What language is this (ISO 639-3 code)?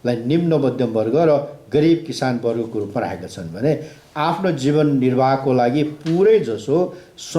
nep